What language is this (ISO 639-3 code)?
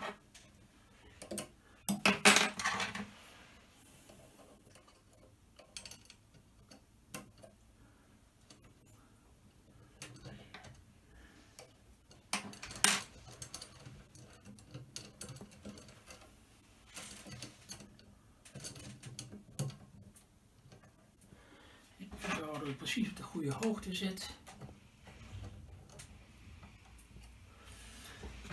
nld